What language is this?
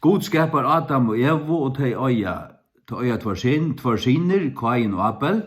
Faroese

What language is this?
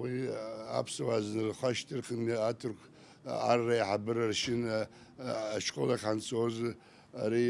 Abkhazian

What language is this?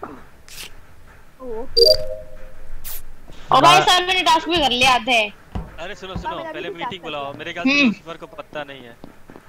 Hindi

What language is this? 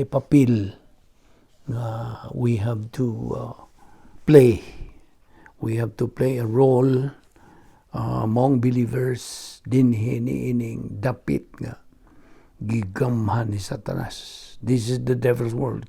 Cebuano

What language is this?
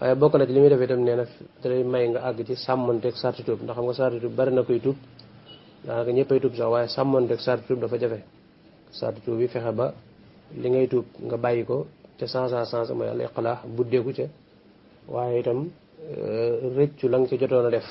Wolof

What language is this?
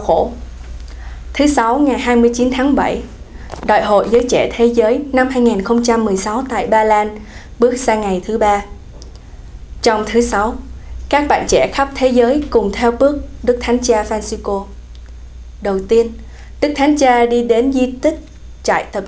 Vietnamese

